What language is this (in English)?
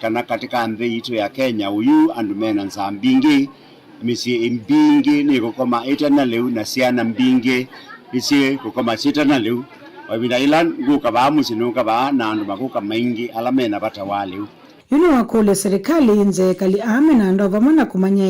Kamba